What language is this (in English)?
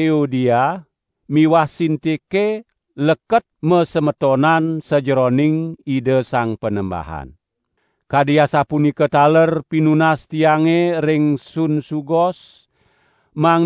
Balinese